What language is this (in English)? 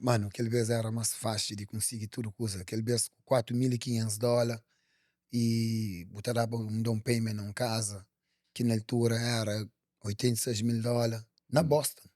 Kabuverdianu